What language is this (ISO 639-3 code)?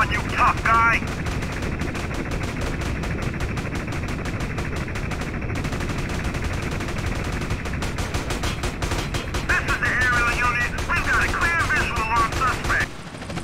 eng